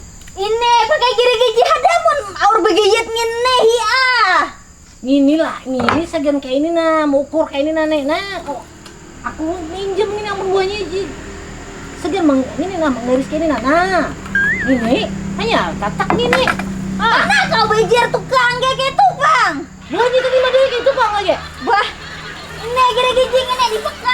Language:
Banjar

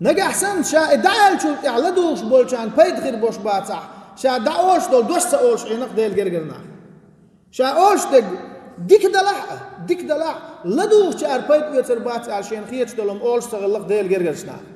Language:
Chechen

